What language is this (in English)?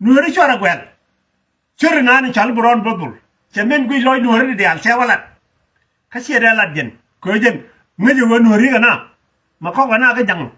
Nuer